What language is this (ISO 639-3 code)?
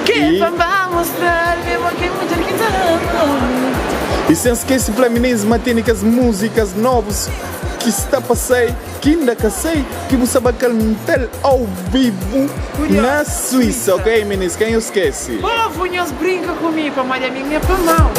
kea